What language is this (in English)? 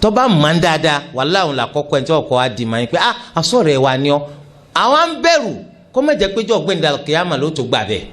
Yoruba